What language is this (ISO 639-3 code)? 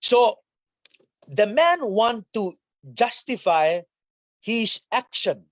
pon